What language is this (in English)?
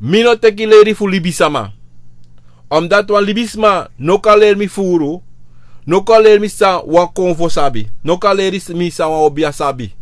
Sranan Tongo